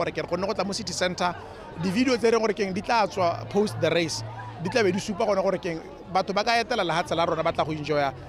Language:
Tswana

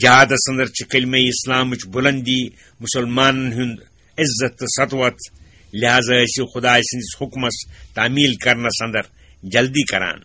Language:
Kashmiri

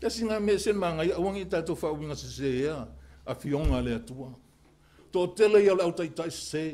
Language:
Samoan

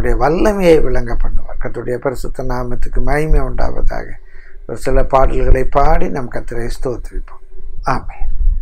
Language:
Tamil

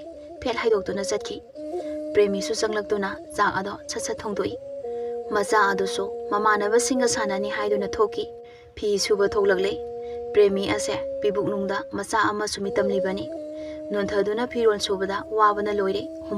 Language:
Manipuri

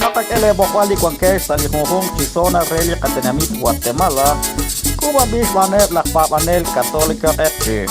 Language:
Kekchí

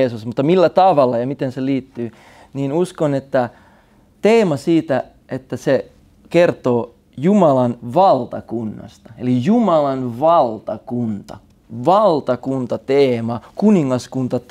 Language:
Finnish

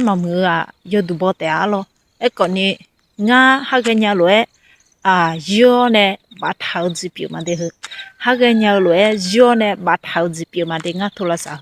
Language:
Akha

